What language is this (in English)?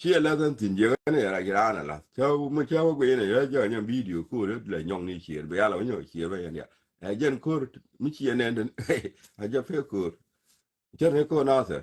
Nuer